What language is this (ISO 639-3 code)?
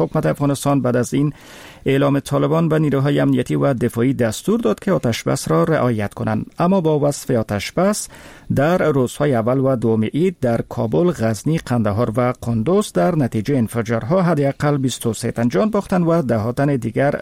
fas